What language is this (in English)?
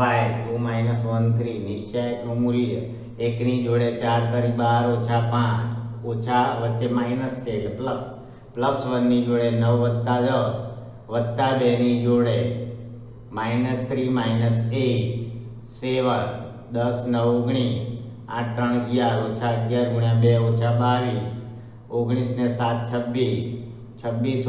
Gujarati